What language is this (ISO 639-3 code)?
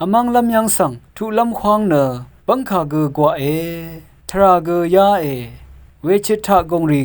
raw